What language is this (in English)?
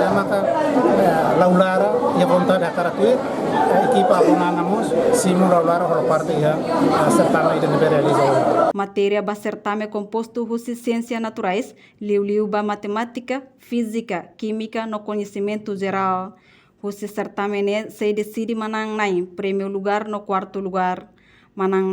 Tetum